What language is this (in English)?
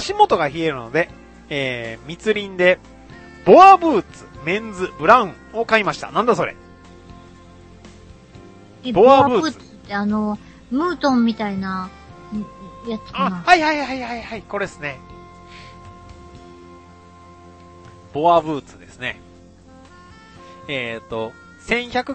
Japanese